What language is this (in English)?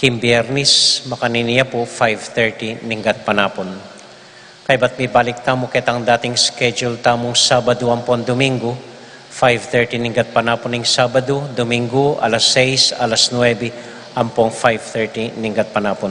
Pampanga